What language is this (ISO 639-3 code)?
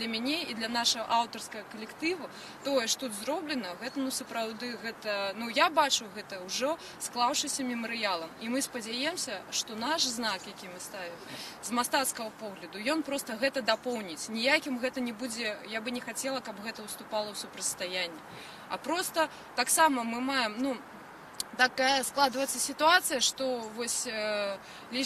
bel